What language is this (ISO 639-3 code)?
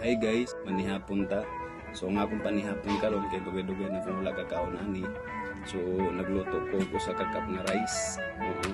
ceb